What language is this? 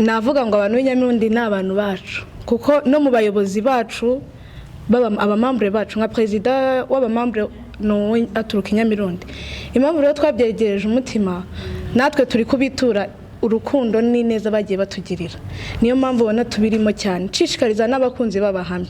Kinyarwanda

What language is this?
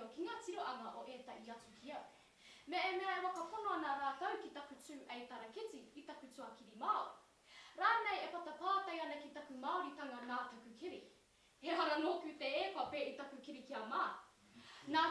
Māori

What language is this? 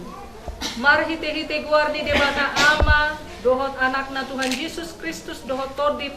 Batak Toba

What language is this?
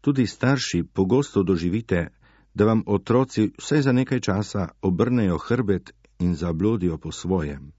Slovenian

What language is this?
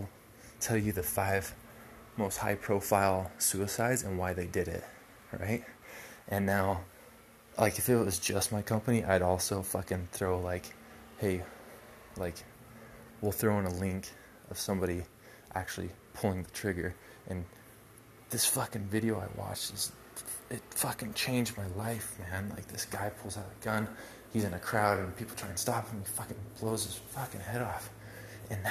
English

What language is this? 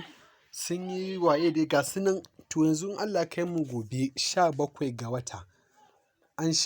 Hausa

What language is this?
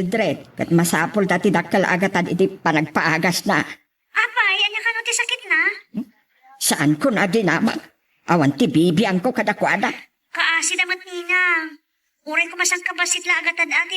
Iloko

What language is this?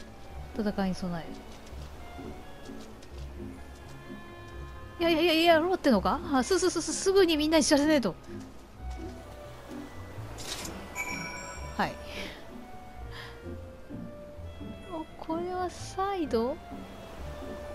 Japanese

